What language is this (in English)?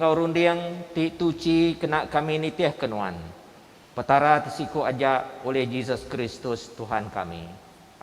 Iban